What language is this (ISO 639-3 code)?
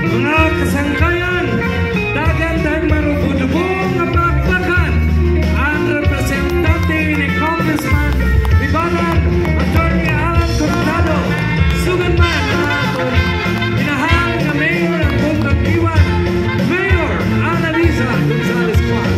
war